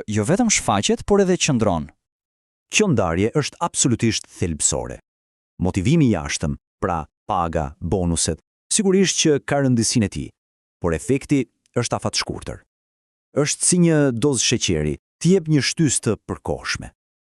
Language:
Albanian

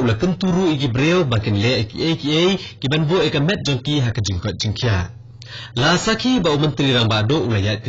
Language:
Khasi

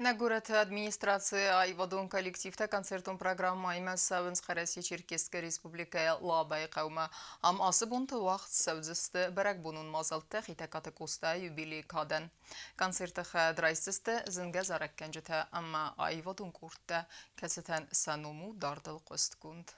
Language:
Ossetic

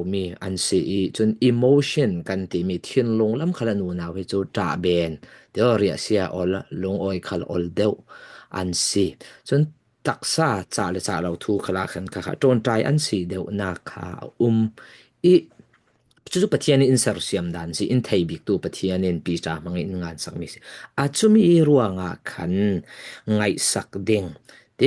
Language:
Falam Chin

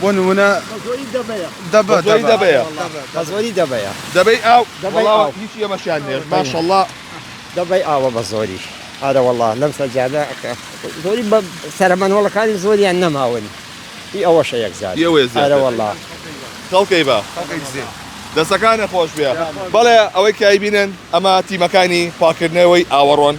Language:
Central Kurdish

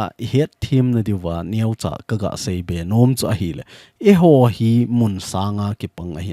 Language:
Thado Chin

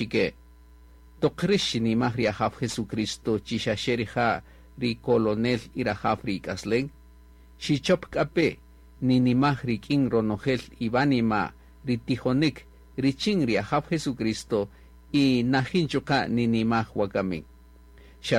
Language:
Kaqchikel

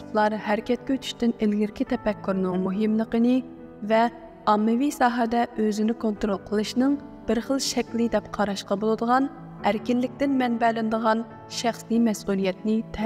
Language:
Uyghur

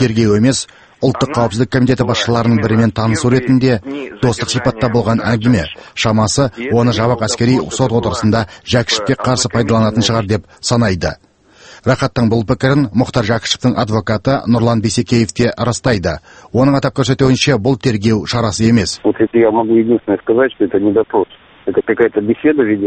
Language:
Kazakh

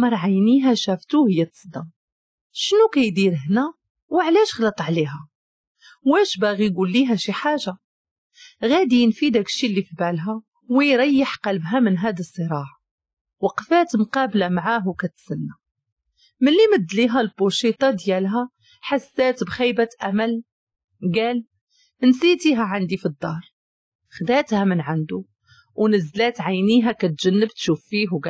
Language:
Moroccan Arabic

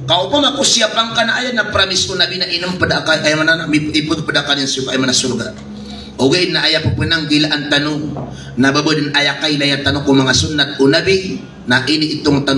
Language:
Maranao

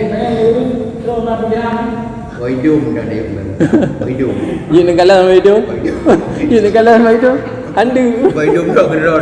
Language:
Achinese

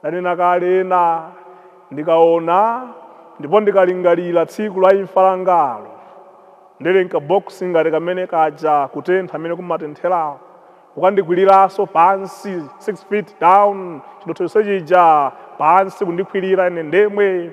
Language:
Nyanja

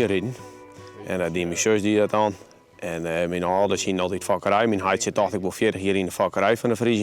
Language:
Western Frisian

